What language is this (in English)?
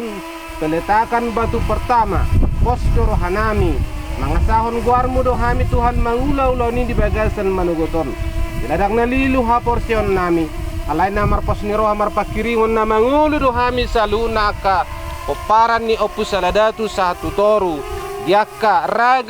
Batak Toba